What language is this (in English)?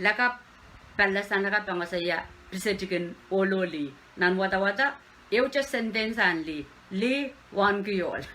Pohnpeian